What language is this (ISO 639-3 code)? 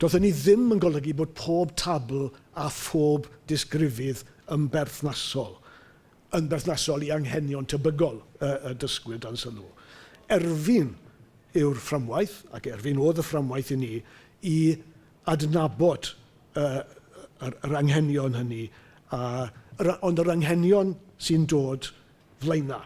cym